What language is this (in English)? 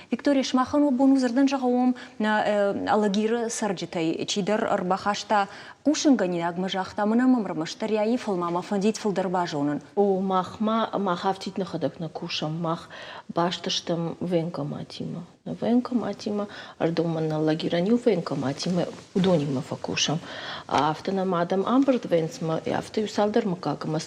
Ossetic